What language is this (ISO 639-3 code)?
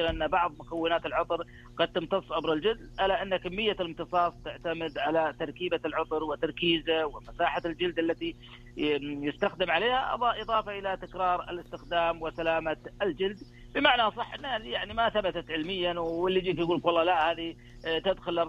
ars